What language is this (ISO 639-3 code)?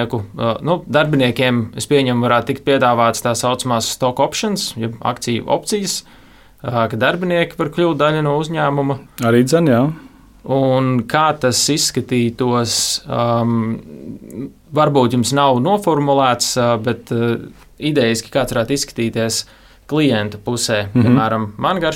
lav